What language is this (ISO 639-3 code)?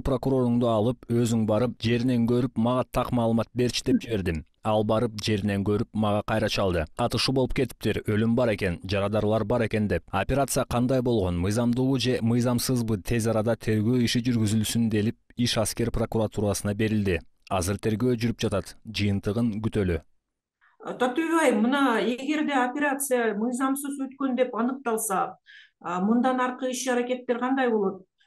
kir